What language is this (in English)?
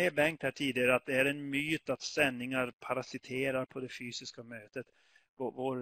Swedish